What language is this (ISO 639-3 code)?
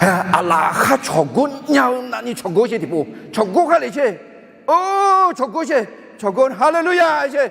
ahk